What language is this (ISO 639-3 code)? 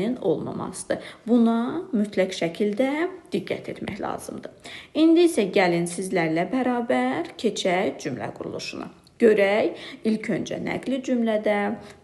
aze